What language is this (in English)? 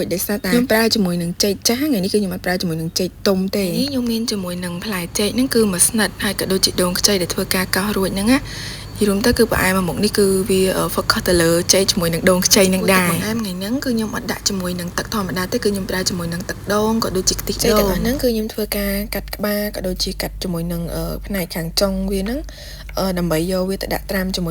Khmer